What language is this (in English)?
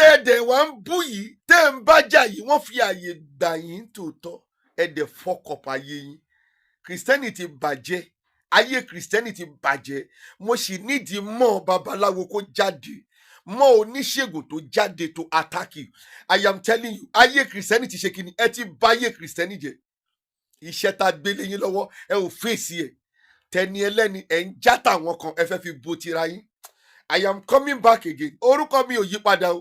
Yoruba